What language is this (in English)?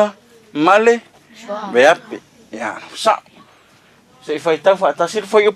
Samoan